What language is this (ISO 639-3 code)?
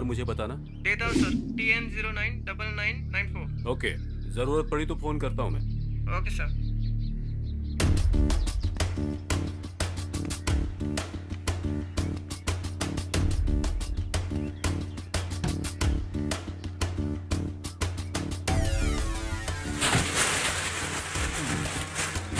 hin